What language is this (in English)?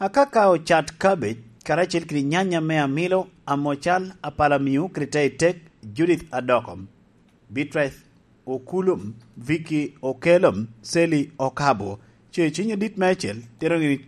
Lango (Uganda)